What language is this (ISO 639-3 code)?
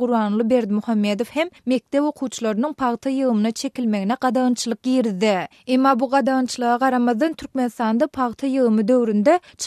tuk